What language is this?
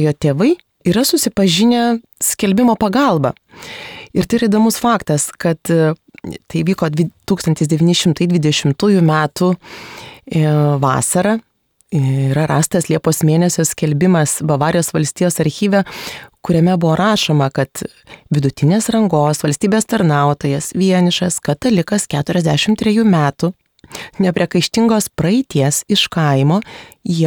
Lithuanian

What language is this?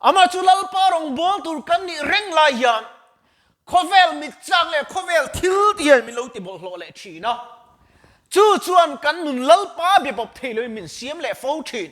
Mizo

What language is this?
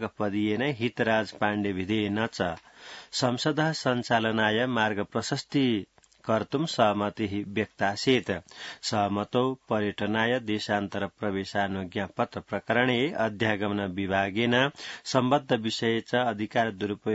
Sanskrit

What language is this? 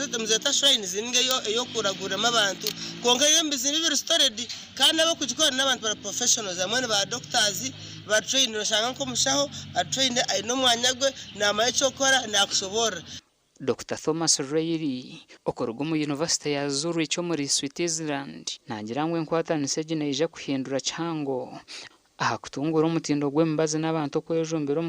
Nyankole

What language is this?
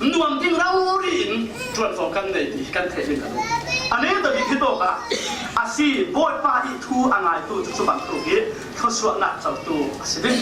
Falam Chin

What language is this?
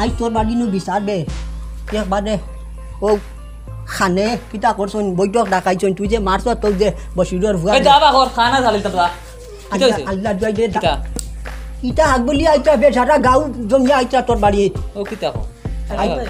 Sylheti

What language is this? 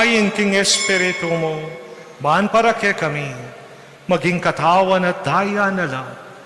Pampanga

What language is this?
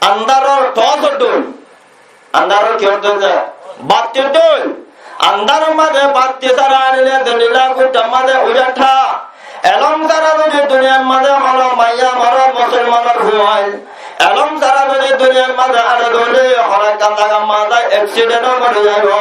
Rohingya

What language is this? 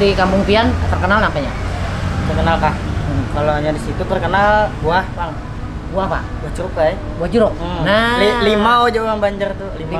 Banjar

